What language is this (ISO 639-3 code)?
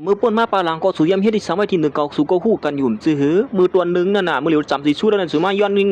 shn